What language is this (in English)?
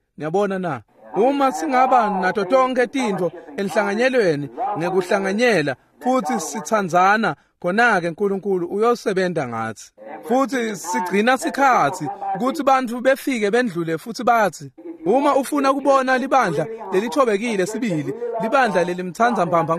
Swati